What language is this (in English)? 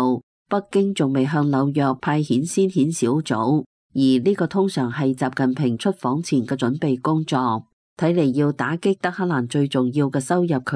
Cantonese